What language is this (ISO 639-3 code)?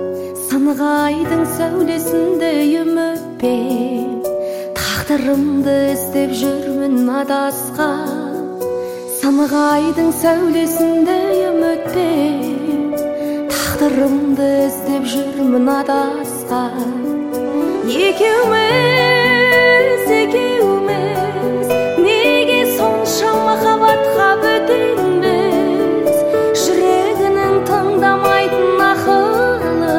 kaz